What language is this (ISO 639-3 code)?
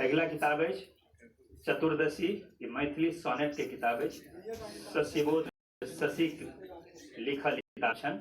mai